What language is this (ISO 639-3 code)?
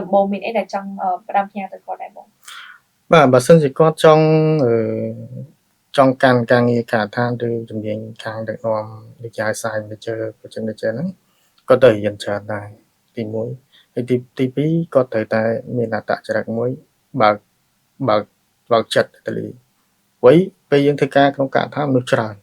khm